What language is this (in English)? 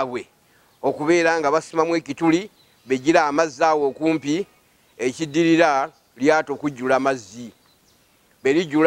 Ganda